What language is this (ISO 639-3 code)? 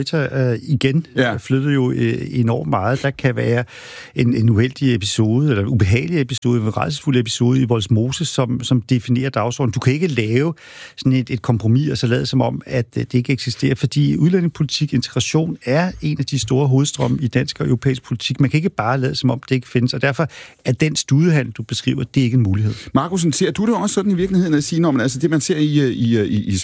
dan